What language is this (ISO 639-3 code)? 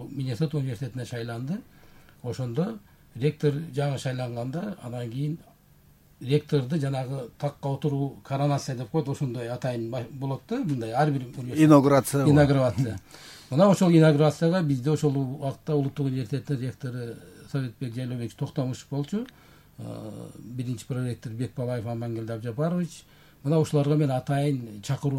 kir